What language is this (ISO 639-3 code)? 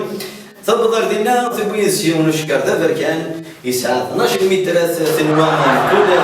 kab